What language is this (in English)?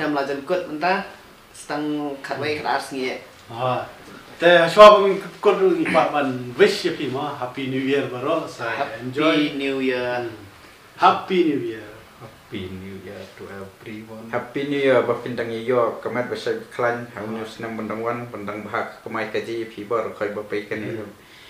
Khasi